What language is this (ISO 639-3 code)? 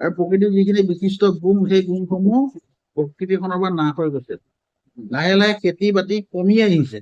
asm